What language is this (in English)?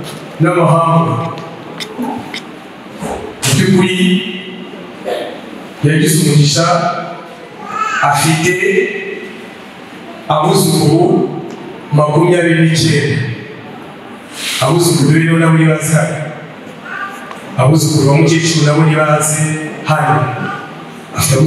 Kinyarwanda